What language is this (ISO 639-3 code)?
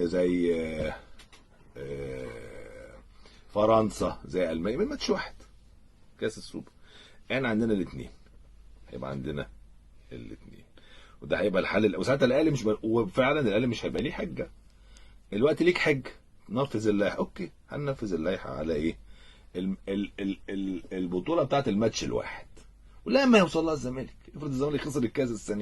arz